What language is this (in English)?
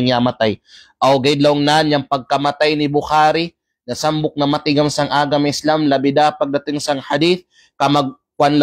Kalagan